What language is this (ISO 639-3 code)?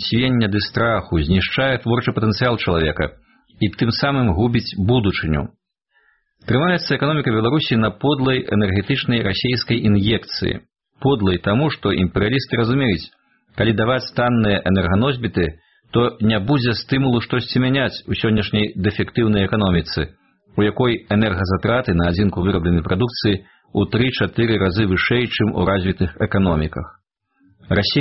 bel